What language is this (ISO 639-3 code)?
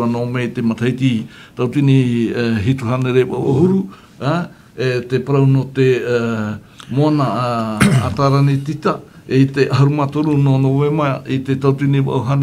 tah